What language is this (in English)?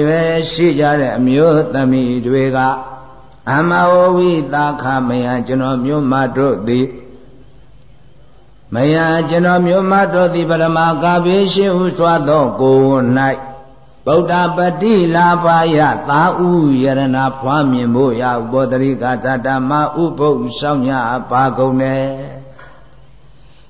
Burmese